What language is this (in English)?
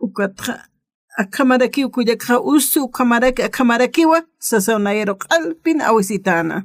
Aymara